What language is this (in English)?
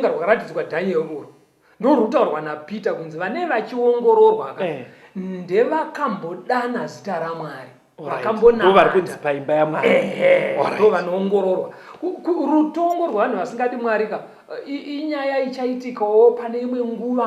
Shona